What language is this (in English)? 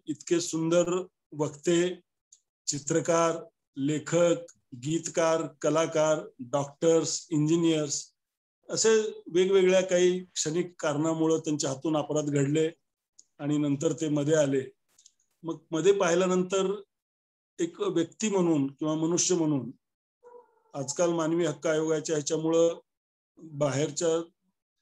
Marathi